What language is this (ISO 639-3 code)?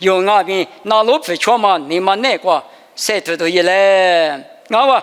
lis